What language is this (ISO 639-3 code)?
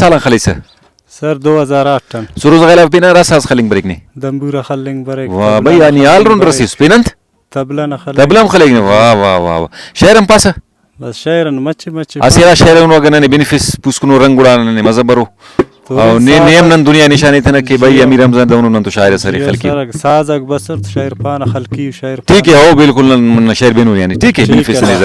brh